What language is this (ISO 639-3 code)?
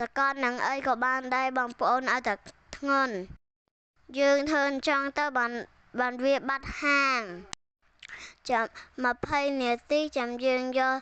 khm